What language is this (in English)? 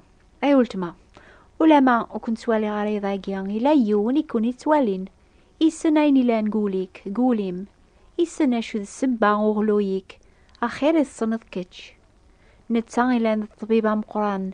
Kabyle